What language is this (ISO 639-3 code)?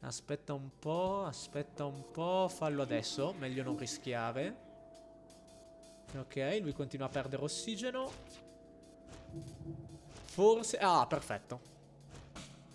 ita